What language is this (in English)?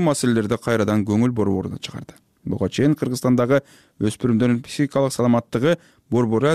Kyrgyz